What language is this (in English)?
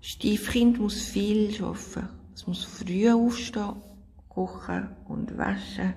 Swiss German